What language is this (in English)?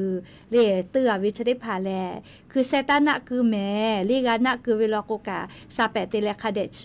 Lahu